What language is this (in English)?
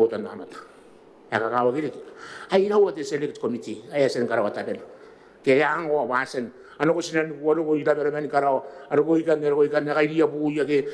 Gilbertese